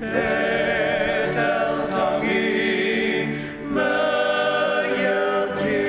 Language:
Ao Naga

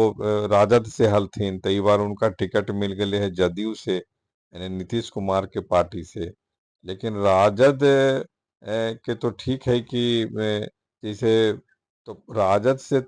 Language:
Magahi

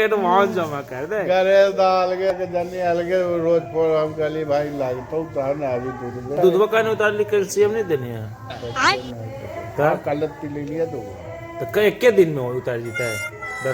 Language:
Magahi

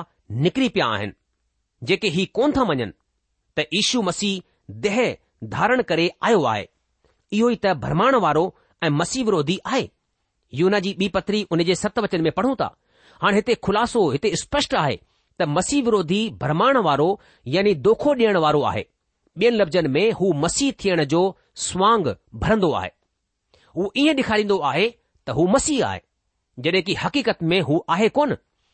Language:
Sindhi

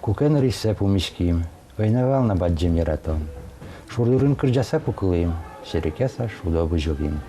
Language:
Udmurt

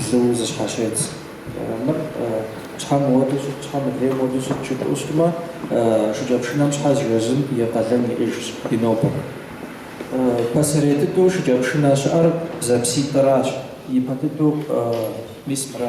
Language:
Kabardian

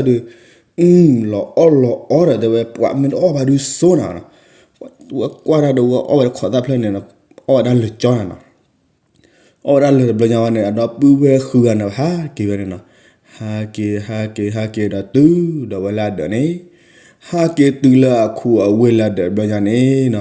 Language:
S'gaw Karen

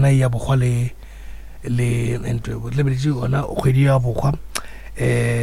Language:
Northern Sotho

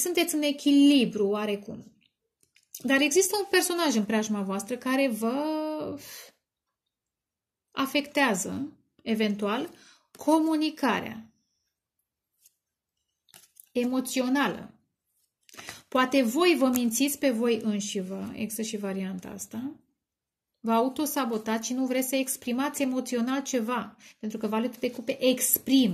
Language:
Romanian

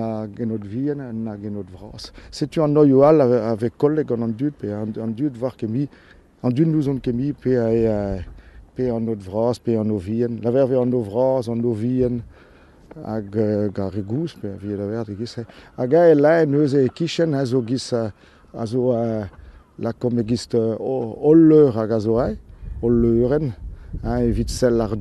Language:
Breton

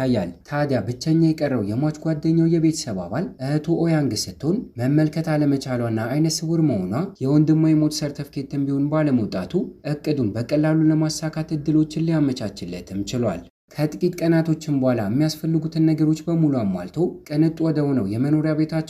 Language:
Amharic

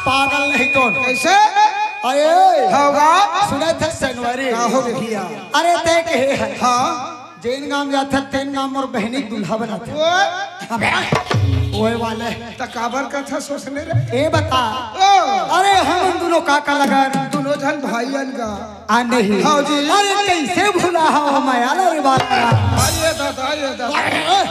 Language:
Chhattisgarhi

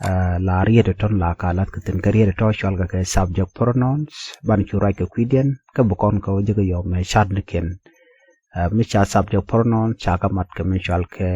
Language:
Nuer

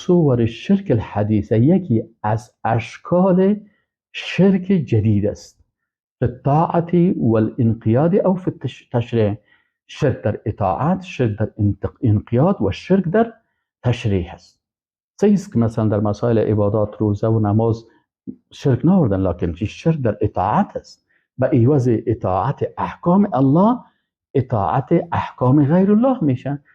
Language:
Persian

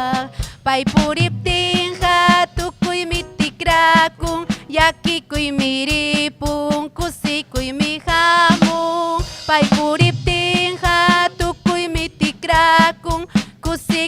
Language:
Ayacucho Quechua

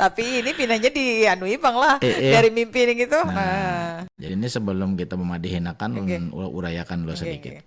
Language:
Banjar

